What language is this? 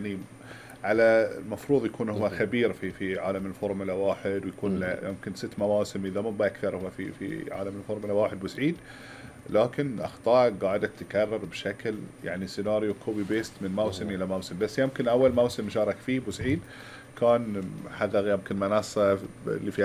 Gulf Arabic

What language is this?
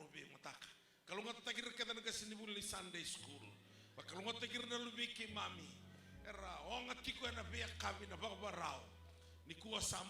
Fijian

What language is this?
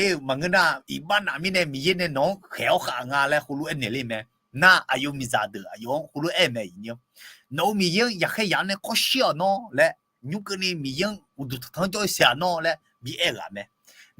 Akha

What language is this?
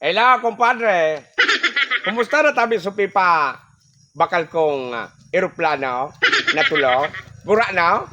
Bikol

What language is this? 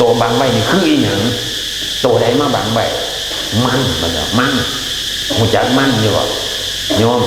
Northeastern Thai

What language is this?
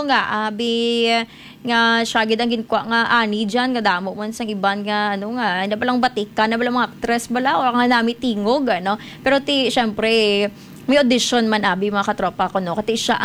Hiligaynon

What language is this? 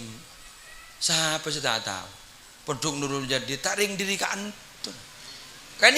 Madurese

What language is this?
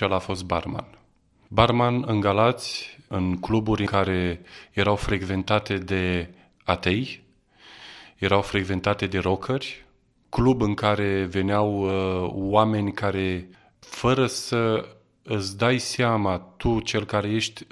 Romanian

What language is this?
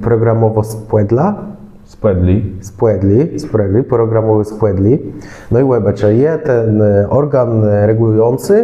Kashubian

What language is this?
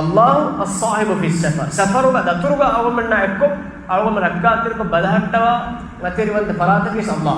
Divehi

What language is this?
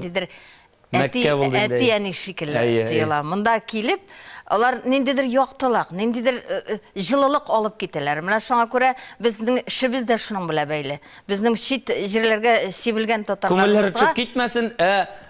Tatar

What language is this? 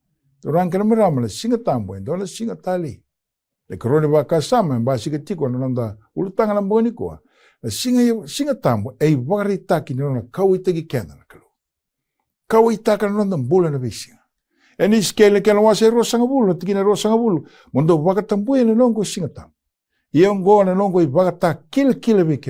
Fijian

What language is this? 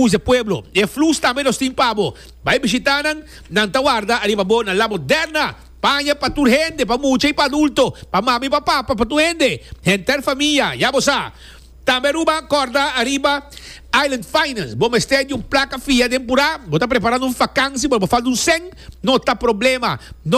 Papiamento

